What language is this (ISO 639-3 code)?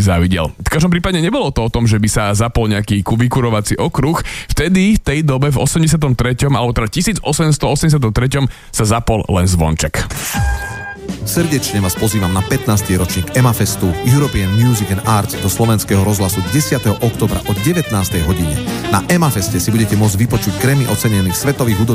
slk